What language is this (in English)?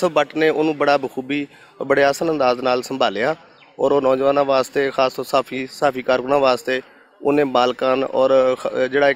Western Panjabi